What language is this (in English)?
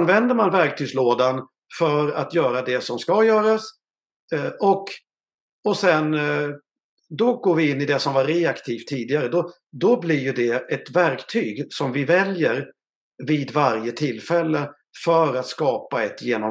Swedish